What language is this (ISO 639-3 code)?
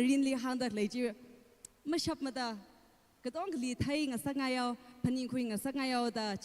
nmf